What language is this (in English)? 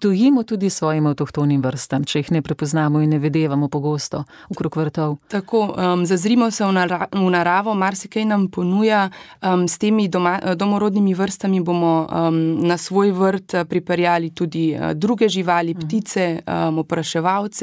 Slovenian